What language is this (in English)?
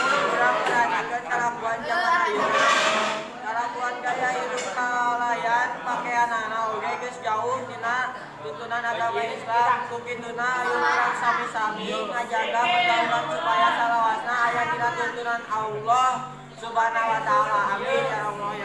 Sundanese